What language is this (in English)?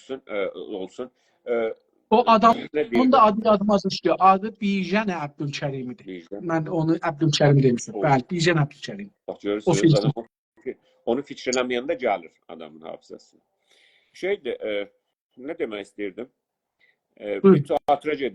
South Azerbaijani